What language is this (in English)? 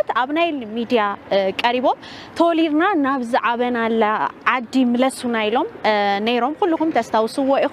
Tigrinya